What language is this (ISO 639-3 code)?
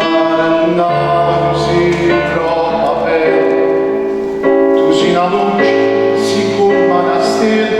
nap